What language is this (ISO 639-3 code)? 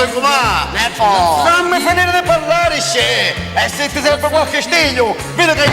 scn